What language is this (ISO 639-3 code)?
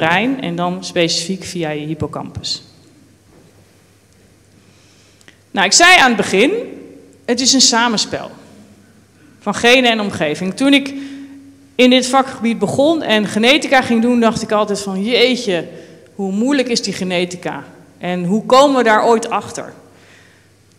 nld